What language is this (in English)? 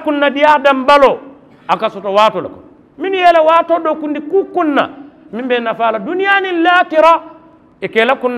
Mandingo